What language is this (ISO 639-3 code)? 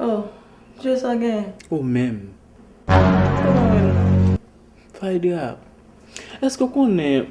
hat